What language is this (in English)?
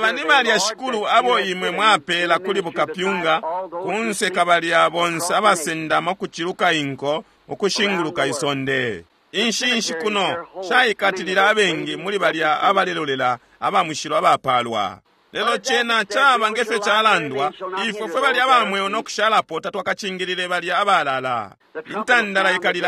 Bemba